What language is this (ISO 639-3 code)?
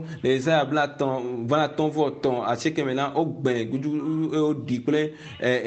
ewe